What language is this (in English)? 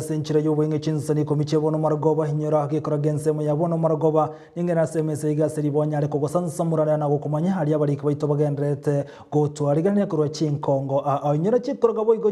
Gusii